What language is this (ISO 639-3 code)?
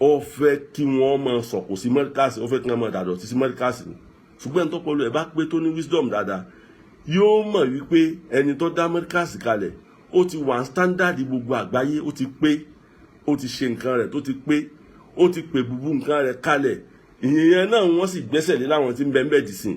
yor